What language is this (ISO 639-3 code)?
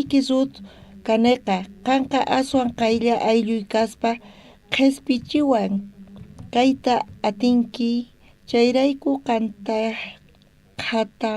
quh